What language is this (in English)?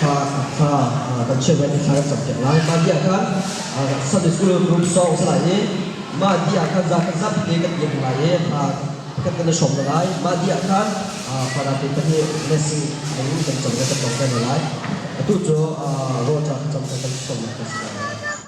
Hakha Chin